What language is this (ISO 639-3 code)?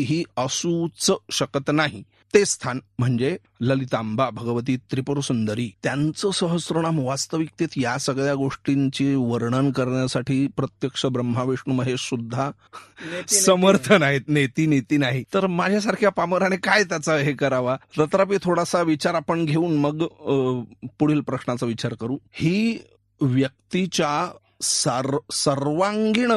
mar